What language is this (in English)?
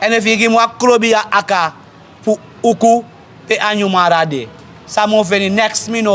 Sranan Tongo